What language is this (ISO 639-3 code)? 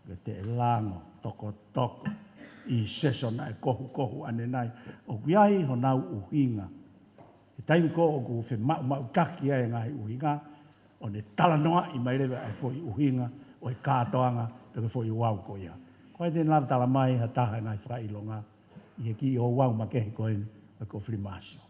ton